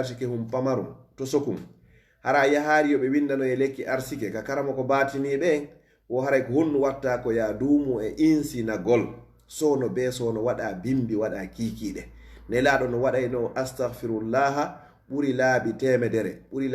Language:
Fula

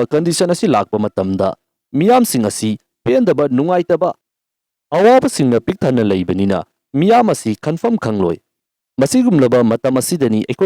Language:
Manipuri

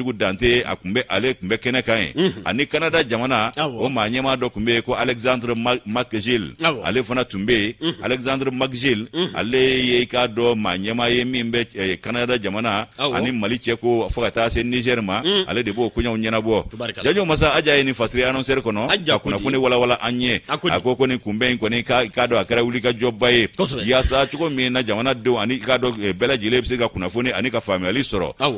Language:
Bambara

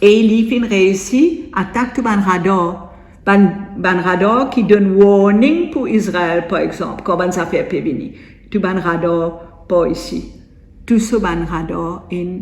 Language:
Morisyen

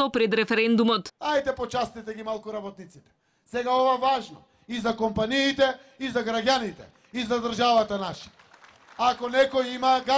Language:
Macedonian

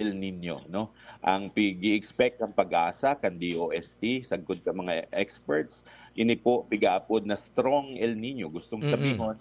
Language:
Bikol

